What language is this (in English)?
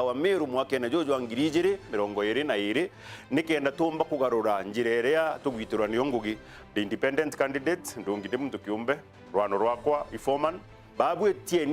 Meru